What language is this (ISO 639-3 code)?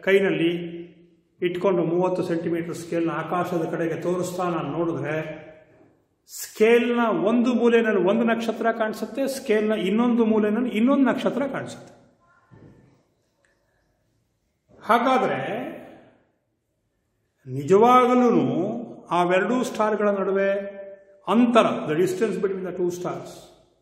kan